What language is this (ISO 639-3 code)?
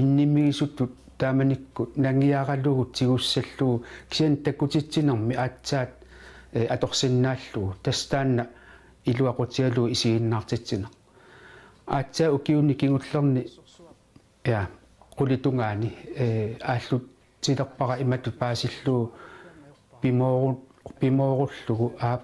kal